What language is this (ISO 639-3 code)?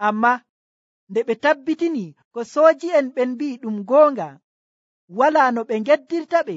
fuv